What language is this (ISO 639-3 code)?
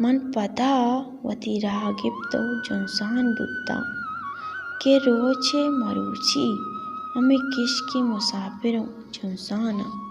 bal